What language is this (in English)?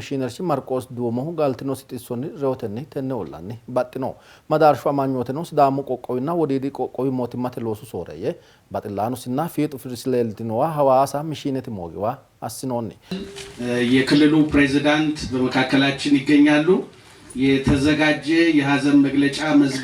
Sidamo